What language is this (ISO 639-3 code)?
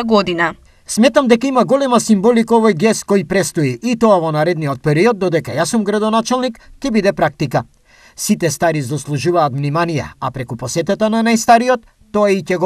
mkd